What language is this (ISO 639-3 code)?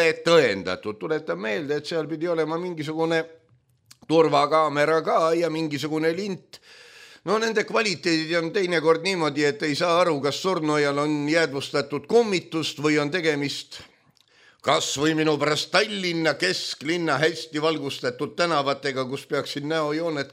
est